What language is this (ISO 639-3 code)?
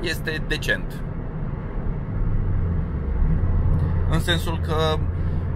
ron